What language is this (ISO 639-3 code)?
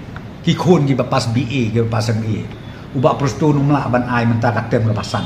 kha